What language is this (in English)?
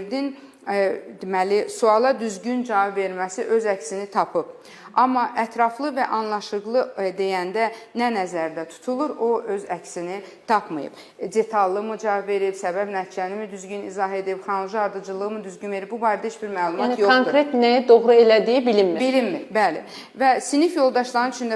Azerbaijani